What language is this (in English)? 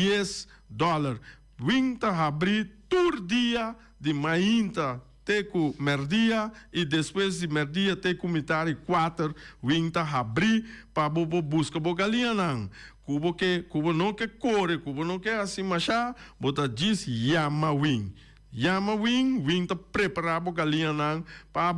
Papiamento